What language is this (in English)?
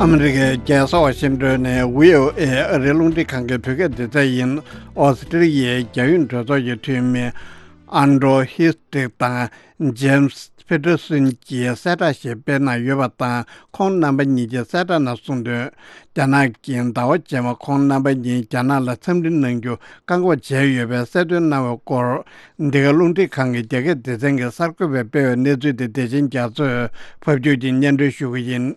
Tibetan